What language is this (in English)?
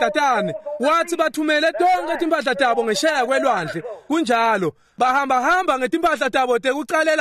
Swati